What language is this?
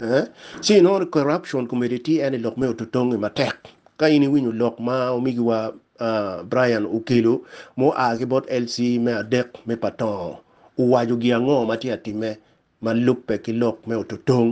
Acoli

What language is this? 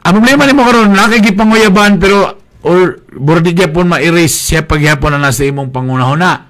Cebuano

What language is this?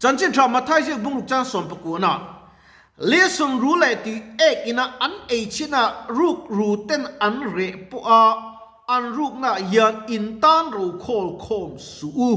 Mizo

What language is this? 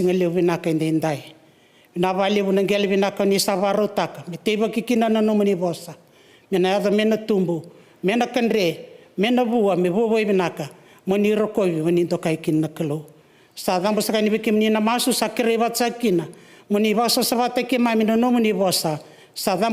Fijian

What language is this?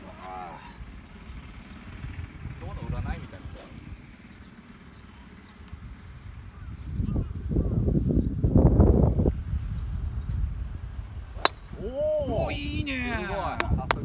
Japanese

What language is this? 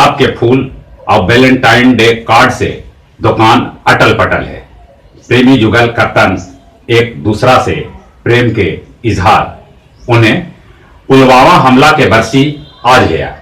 Magahi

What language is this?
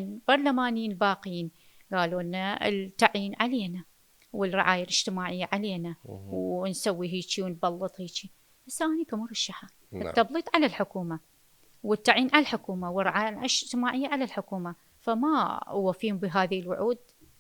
Mesopotamian Arabic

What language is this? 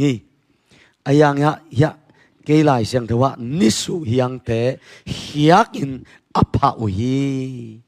Tedim Chin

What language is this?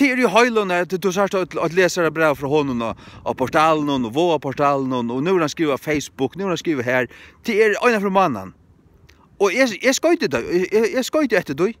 Faroese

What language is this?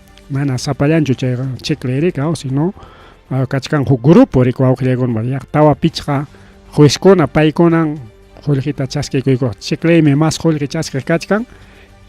Ayacucho Quechua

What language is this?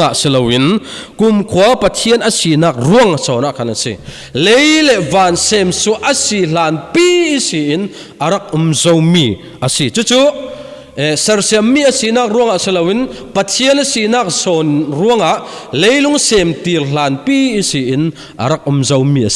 Falam Chin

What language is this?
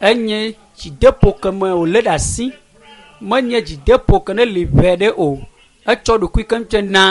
Ewe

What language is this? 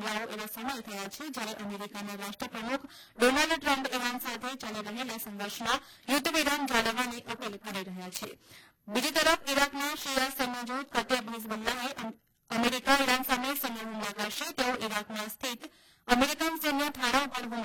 Gujarati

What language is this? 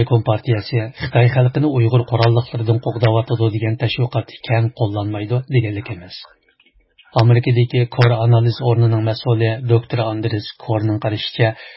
Uyghur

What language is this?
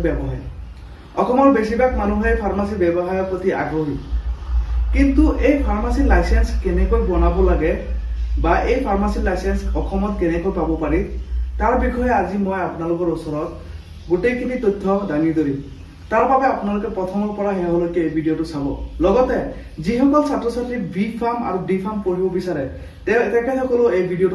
Assamese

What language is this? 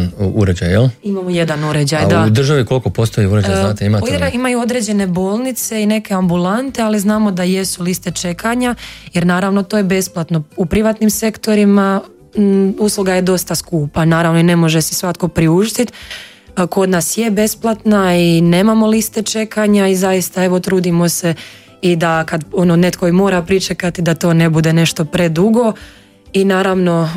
Croatian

